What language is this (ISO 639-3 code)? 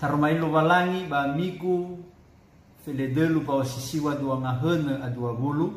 nia